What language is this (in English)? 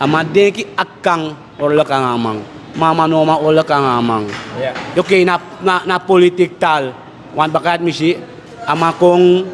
Sranan Tongo